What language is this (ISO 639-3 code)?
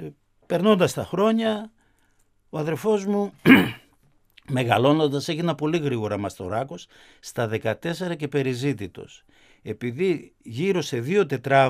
ell